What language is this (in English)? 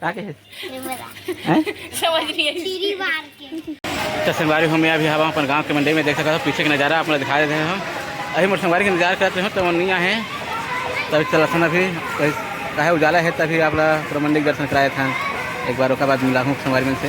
Chhattisgarhi